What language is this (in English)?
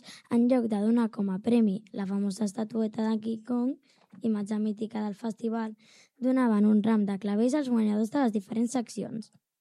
Catalan